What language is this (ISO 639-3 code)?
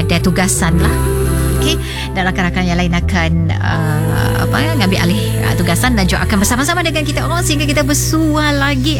msa